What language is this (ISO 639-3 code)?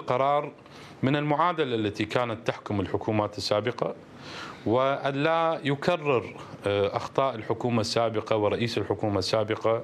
acm